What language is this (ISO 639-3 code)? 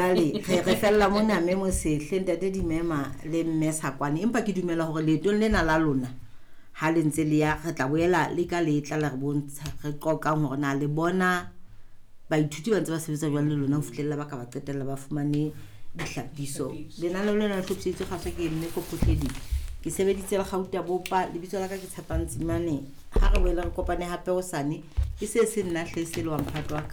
sot